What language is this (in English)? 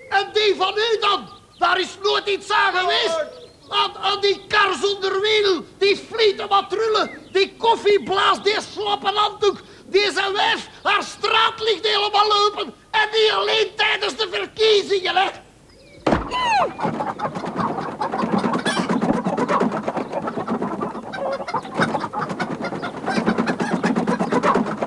Dutch